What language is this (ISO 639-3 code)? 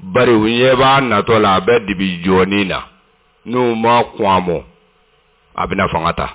bam